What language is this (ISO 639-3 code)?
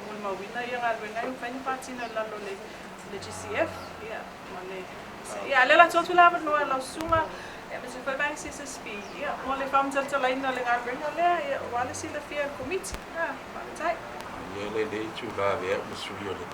smo